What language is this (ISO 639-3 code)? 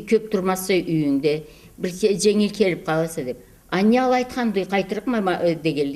krc